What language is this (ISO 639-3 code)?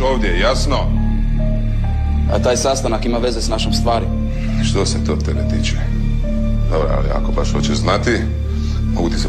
hrv